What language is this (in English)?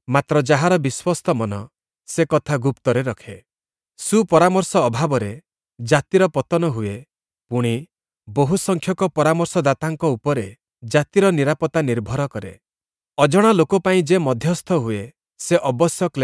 Odia